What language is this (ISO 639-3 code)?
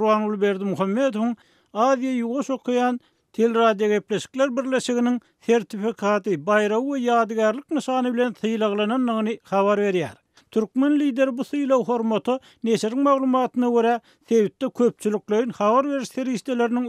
tuk